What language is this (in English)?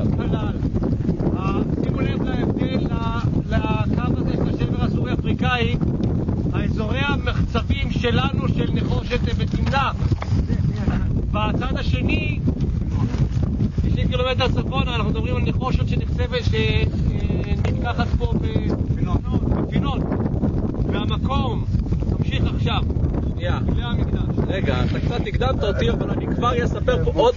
Hebrew